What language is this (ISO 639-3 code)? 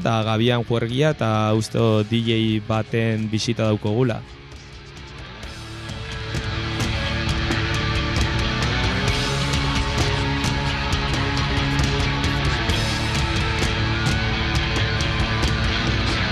eus